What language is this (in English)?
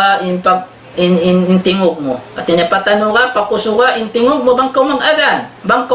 Tausug